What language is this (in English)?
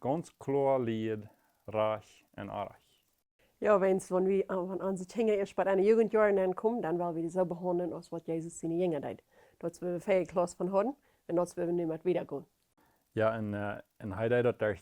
Plautdietsch